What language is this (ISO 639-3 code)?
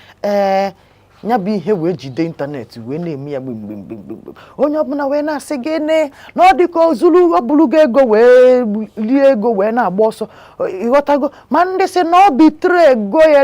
ibo